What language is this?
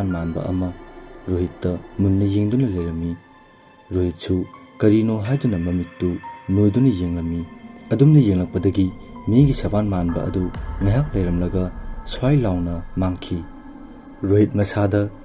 Manipuri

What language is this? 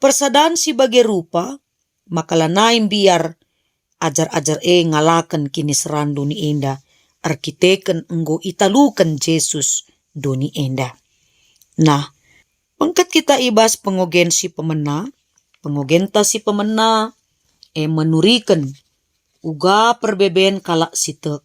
Batak Karo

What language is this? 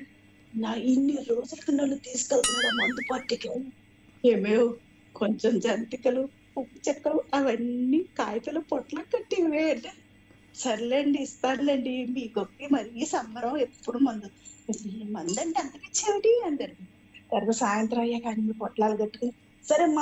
Telugu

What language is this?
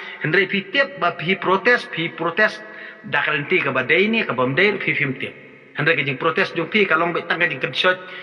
Khasi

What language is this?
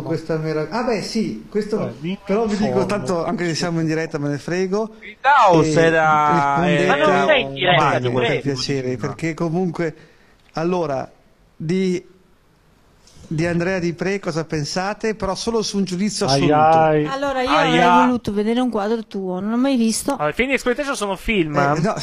Italian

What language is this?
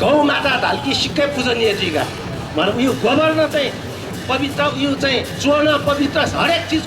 Newari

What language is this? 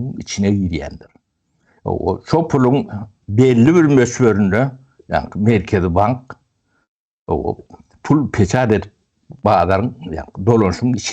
Turkmen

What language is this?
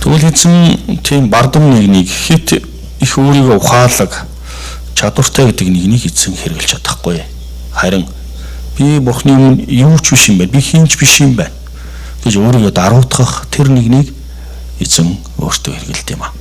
Mongolian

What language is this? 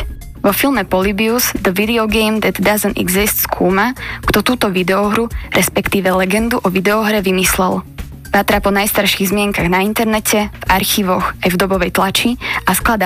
Slovak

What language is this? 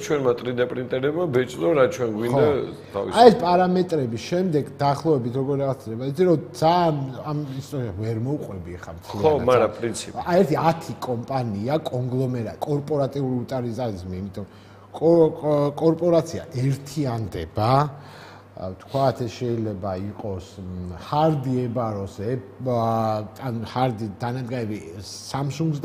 Georgian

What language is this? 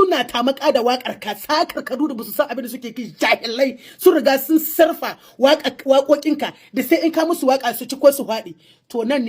Hausa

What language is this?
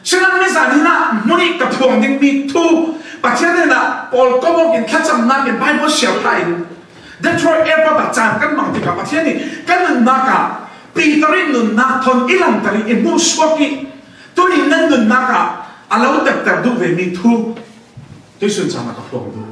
Falam Chin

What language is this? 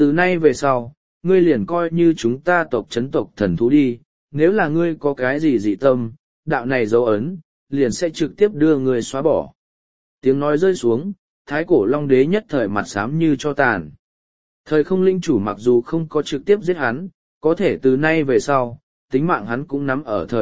Vietnamese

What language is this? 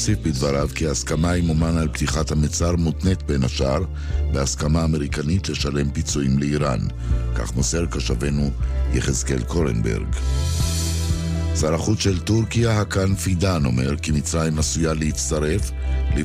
Hebrew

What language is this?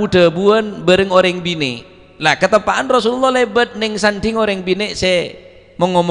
Madurese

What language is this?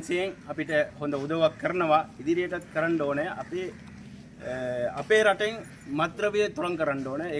Sinhala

